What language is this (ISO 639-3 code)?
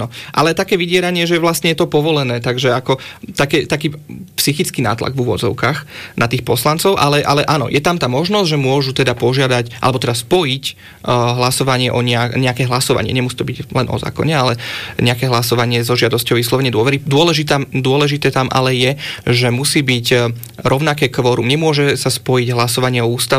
slk